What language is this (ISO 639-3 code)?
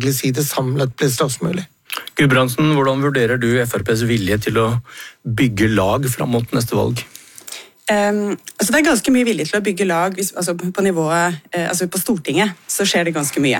nor